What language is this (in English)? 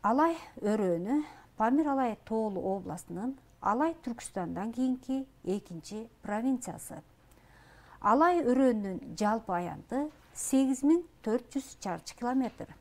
Kyrgyz